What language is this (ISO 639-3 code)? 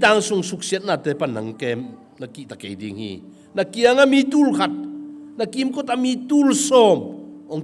ctd